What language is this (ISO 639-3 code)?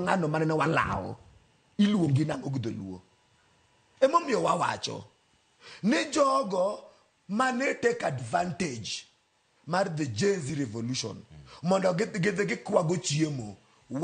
luo